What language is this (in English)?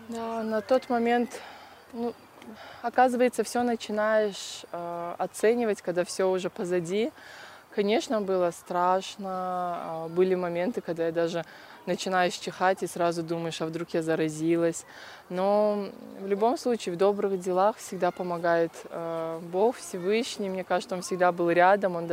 Russian